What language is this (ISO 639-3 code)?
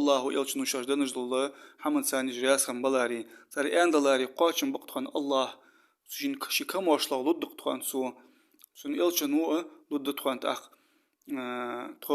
inh